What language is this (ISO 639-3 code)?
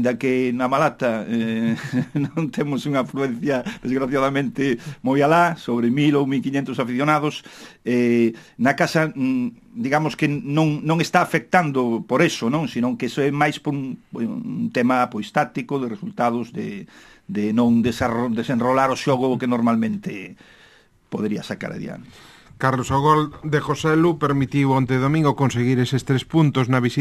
glg